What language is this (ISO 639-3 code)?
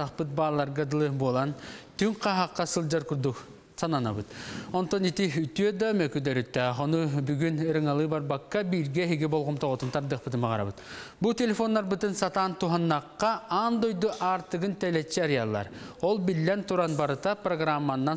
sah